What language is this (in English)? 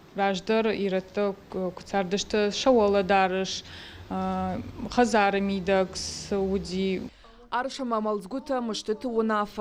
Ossetic